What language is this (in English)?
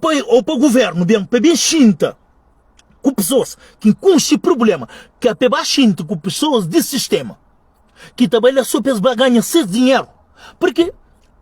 Kabuverdianu